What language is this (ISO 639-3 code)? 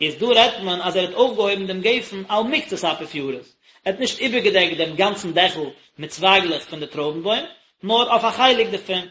yid